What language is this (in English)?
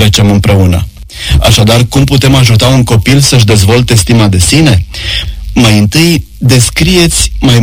Romanian